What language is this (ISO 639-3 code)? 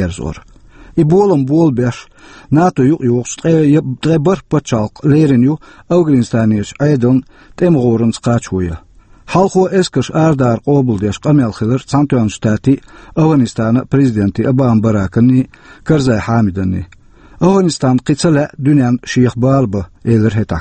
che